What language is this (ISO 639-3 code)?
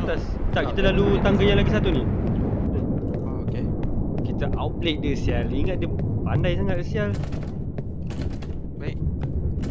msa